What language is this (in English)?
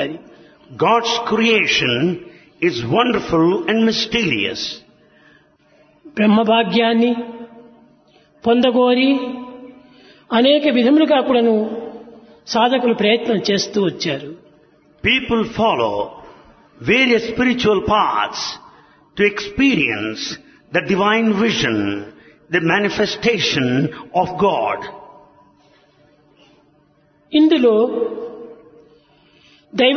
Telugu